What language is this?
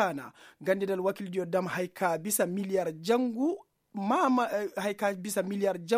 Koyraboro Senni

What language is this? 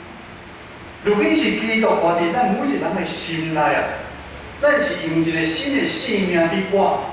Min Nan Chinese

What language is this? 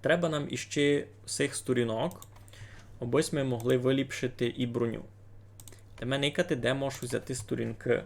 Rusyn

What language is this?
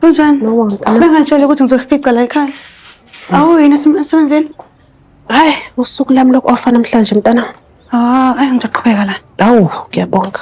Zulu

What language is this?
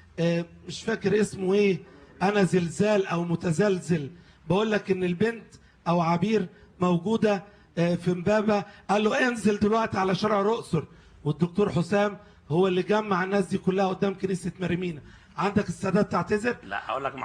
Egyptian Arabic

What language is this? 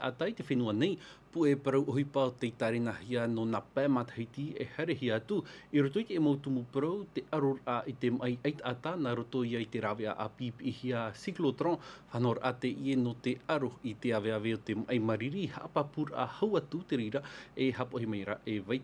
Tahitian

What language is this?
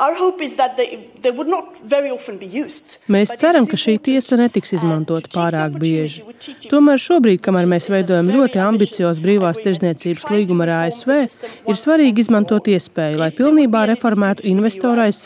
Latvian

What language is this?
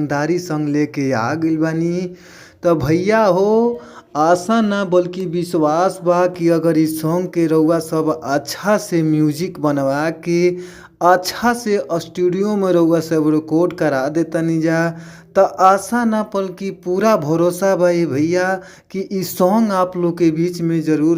Bhojpuri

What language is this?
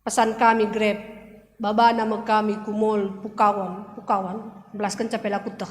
Batak Karo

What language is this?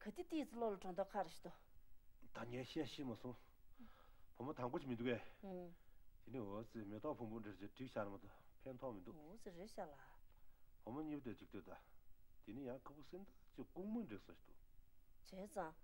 Tibetan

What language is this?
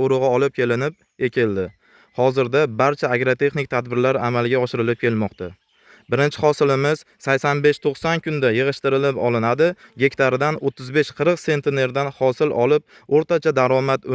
Uzbek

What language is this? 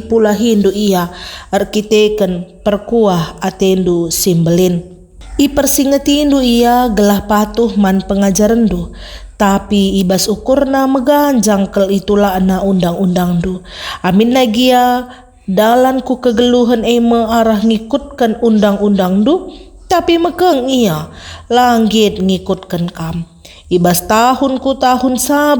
Batak Karo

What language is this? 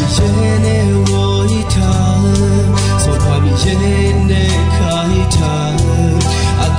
Akha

